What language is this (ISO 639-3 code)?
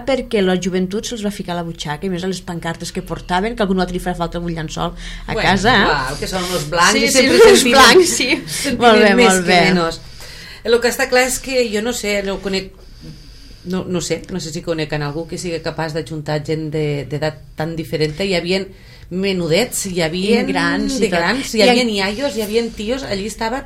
cat